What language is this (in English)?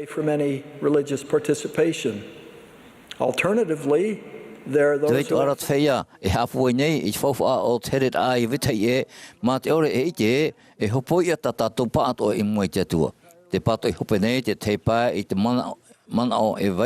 Tahitian